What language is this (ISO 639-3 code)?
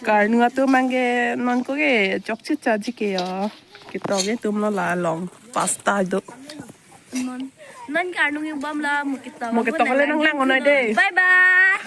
mjw